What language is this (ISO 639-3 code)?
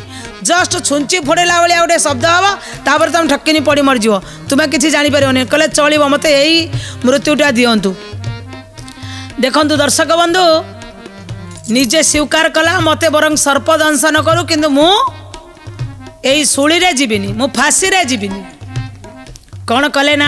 ori